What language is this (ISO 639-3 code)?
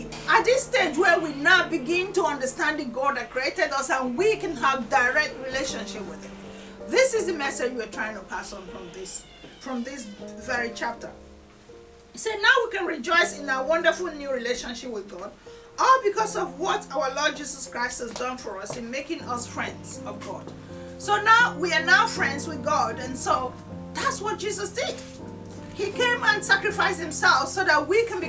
eng